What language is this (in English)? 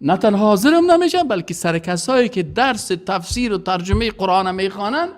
Persian